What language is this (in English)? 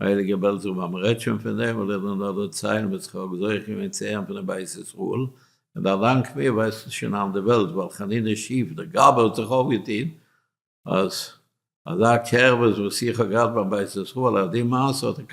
Yiddish